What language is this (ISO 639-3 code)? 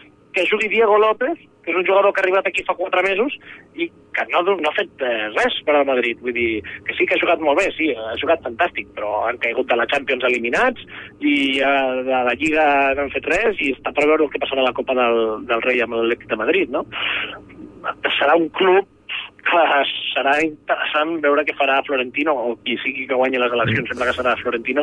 cat